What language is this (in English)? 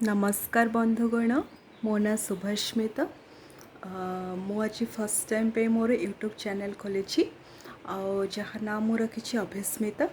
Odia